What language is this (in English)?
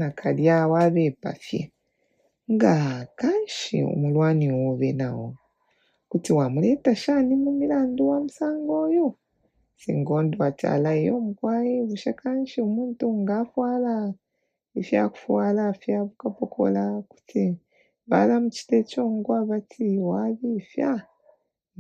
Bemba